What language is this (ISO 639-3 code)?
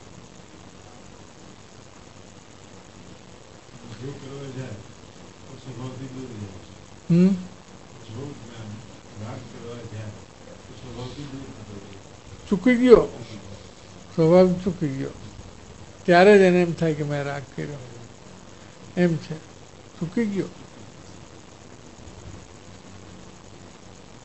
guj